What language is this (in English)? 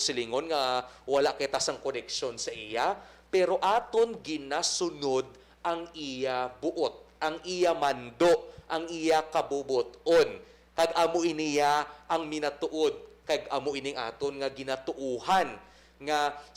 Hiligaynon